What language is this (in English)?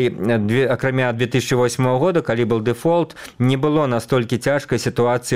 Belarusian